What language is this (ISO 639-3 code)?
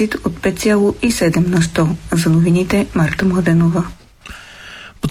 bul